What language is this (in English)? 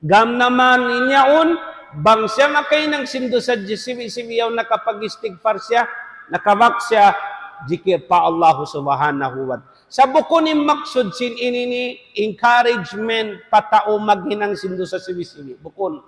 Tausug